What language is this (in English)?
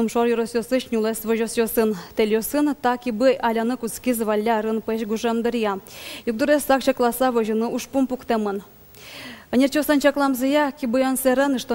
Udmurt